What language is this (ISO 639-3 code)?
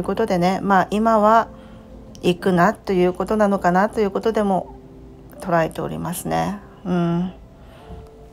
jpn